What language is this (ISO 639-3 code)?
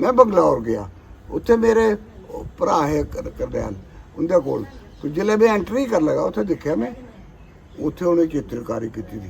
doi